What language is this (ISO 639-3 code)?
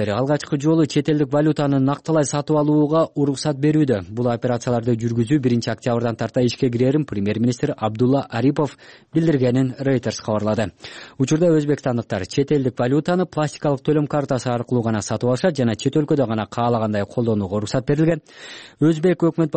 kir